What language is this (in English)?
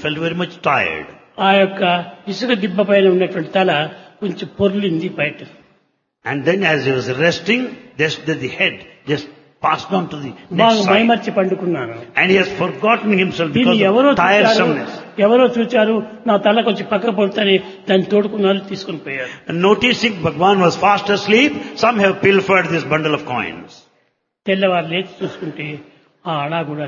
Telugu